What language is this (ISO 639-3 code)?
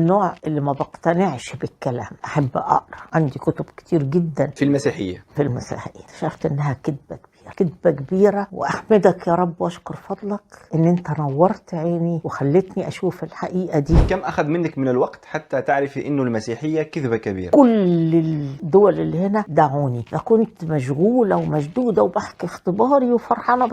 arz